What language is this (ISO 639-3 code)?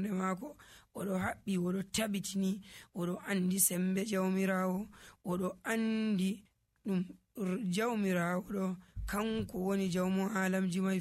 fuv